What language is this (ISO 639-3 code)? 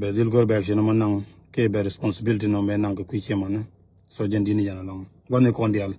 nus